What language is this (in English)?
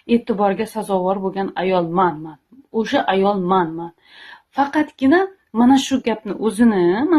Uzbek